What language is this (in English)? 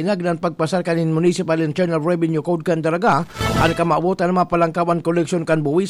Bikol